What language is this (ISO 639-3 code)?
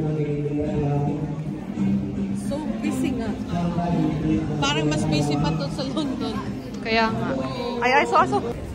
fil